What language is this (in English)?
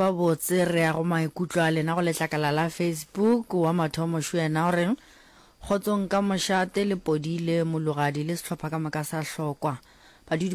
Northern Sotho